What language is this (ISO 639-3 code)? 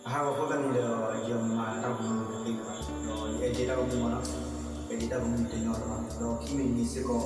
ksw